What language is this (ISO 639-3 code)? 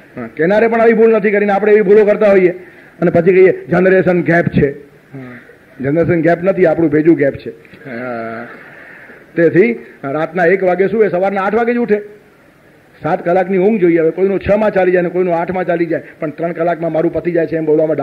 guj